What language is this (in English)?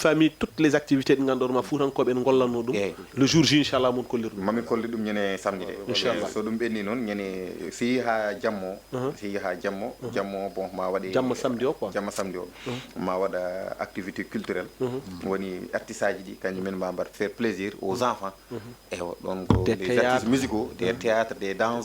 Fula